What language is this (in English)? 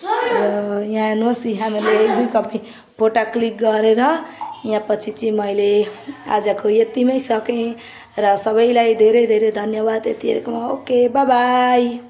Nepali